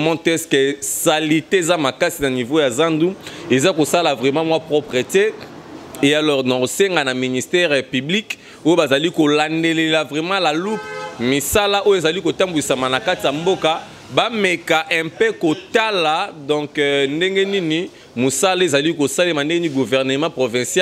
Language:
Lingala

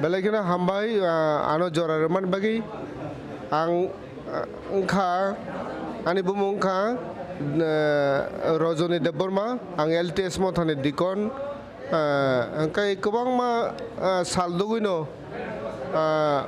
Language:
Kok Borok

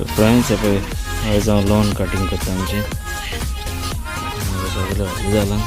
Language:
Konkani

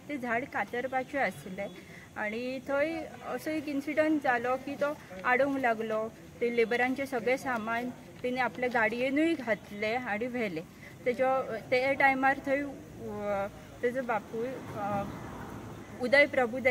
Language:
Konkani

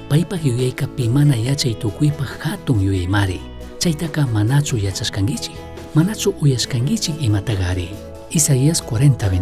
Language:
Chimborazo Highland Quichua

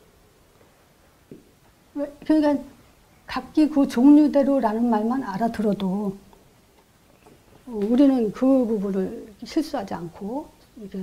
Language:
Korean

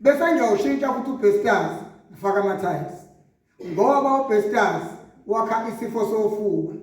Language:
Zulu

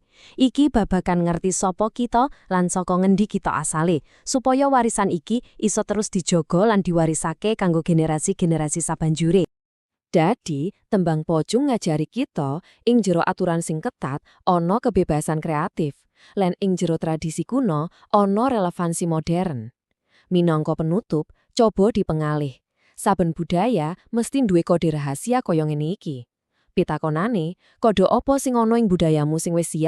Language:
Javanese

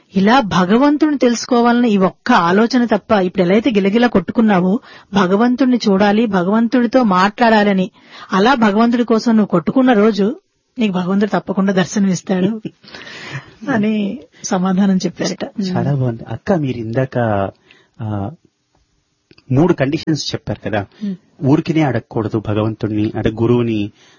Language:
Telugu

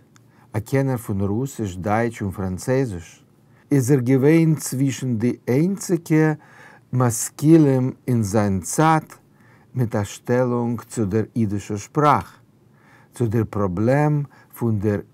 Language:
Yiddish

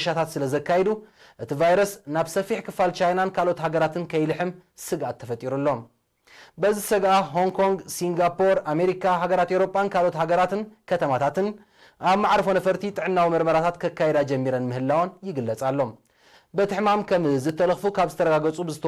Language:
Tigrinya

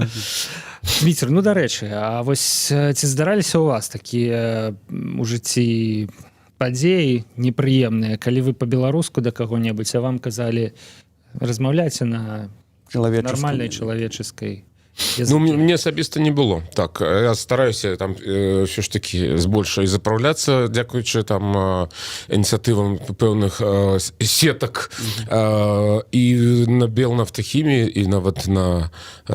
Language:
Belarusian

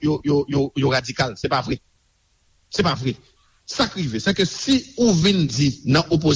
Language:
Haitian Creole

